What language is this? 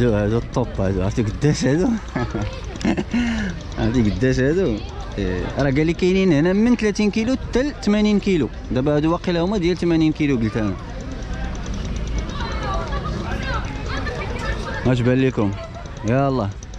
Moroccan Arabic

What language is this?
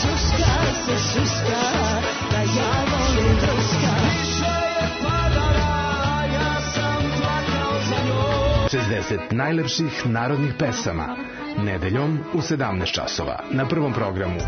Serbian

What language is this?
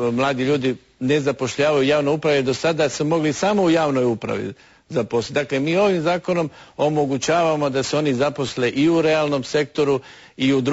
Croatian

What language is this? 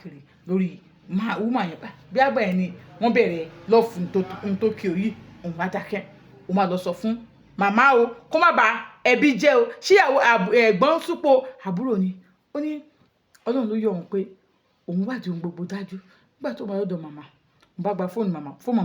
Yoruba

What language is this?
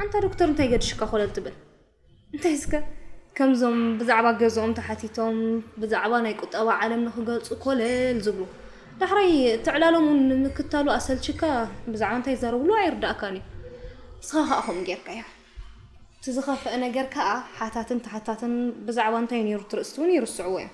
Tigrinya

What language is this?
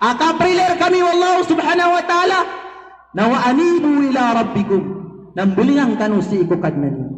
Maranao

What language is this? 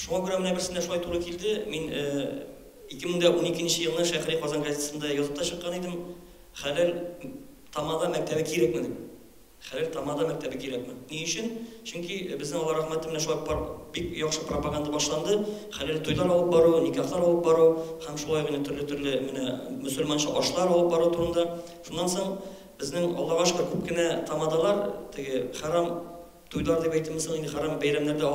Tatar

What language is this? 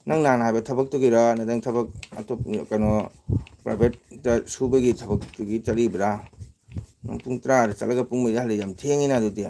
Manipuri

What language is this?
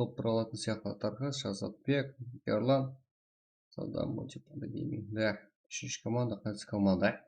Kara-Kalpak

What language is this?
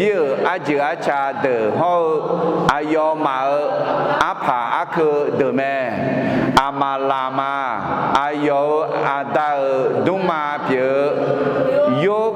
Akha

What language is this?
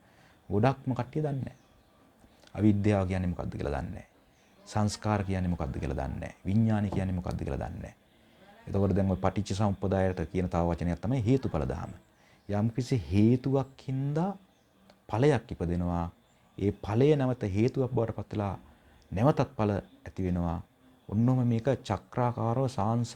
Sinhala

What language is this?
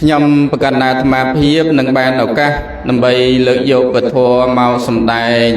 Khmer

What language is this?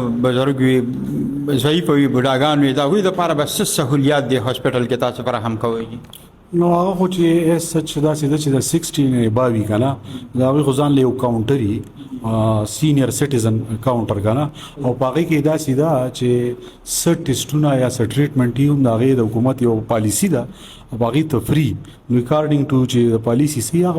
Pashto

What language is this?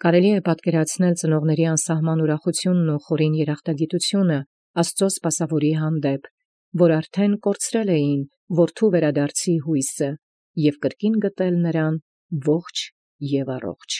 Armenian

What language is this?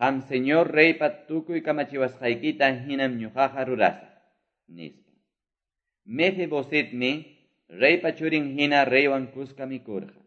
Quechua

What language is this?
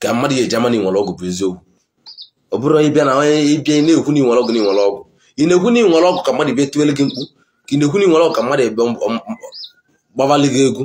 Igbo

